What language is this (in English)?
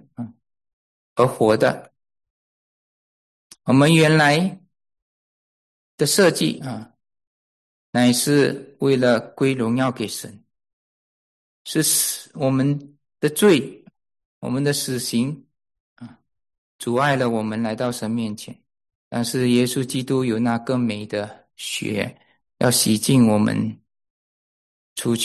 Chinese